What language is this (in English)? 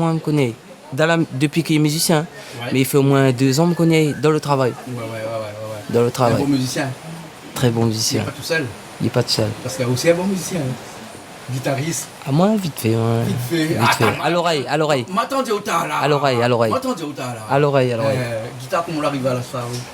Réunion Creole French